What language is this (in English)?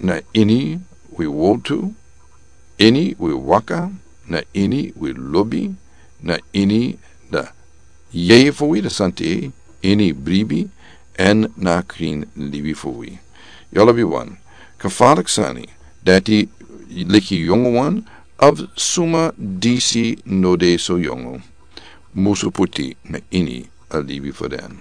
Sranan Tongo